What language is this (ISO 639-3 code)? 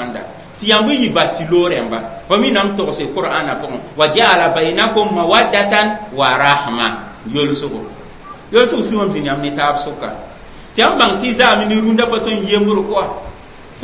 mos